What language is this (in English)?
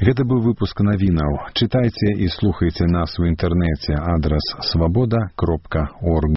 Belarusian